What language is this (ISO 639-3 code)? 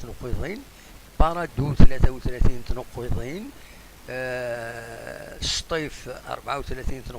kab